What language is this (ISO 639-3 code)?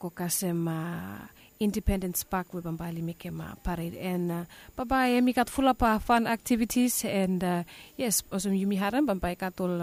bis